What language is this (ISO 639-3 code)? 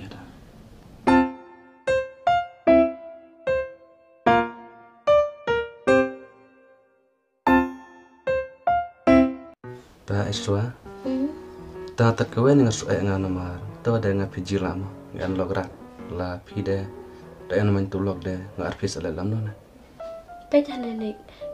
kha